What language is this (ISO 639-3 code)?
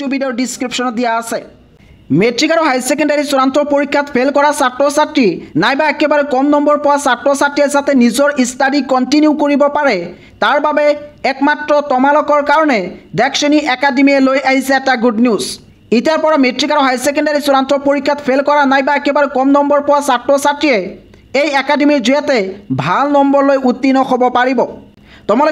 asm